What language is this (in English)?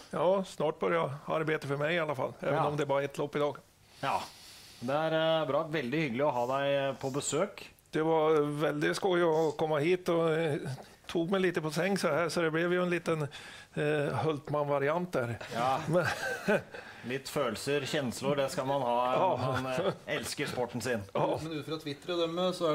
Norwegian